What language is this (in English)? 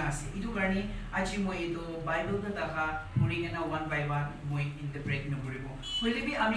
Naga Pidgin